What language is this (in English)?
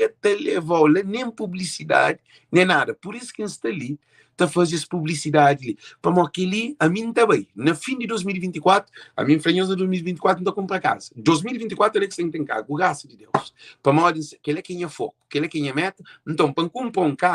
Kabuverdianu